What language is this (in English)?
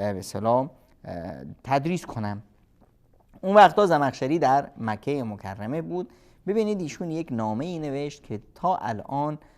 Persian